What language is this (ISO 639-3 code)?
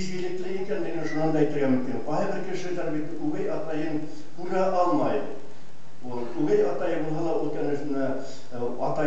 bak